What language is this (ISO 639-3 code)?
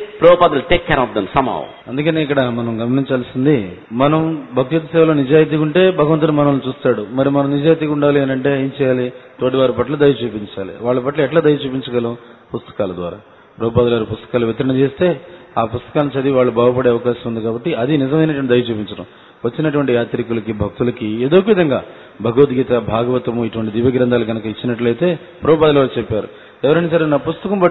tel